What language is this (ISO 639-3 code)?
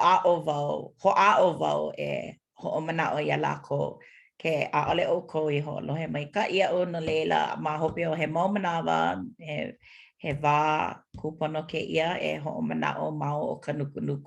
haw